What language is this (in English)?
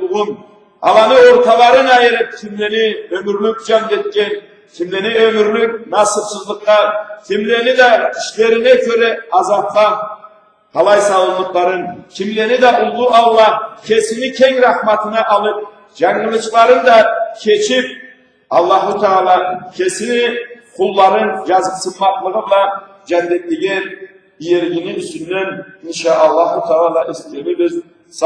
Karachay-Balkar